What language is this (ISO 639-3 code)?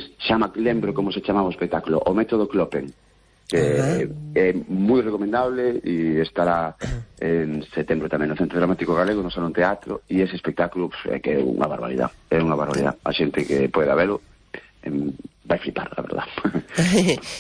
glg